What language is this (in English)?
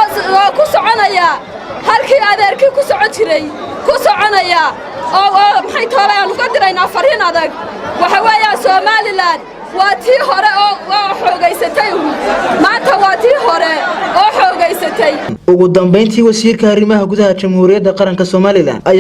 Somali